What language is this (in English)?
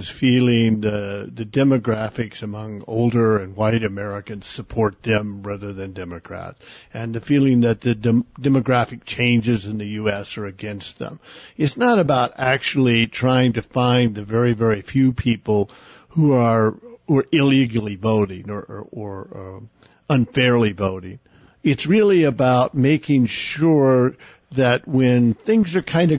English